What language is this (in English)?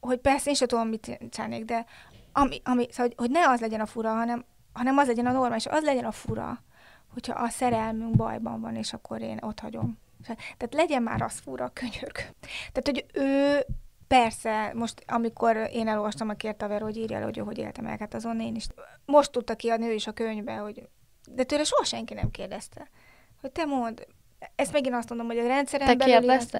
Hungarian